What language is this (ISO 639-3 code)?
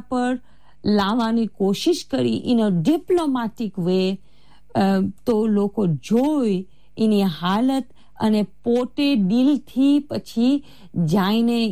guj